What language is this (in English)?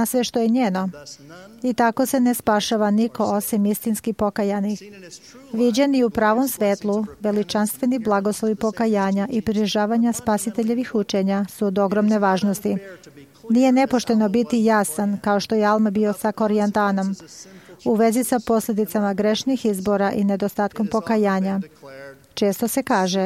Serbian